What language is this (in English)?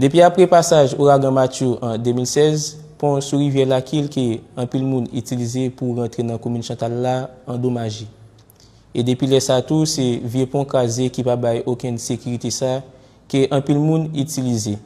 Haitian Creole